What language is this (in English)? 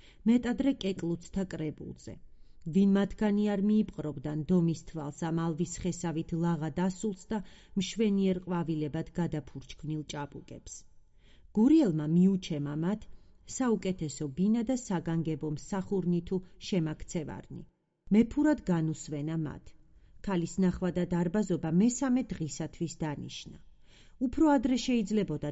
Georgian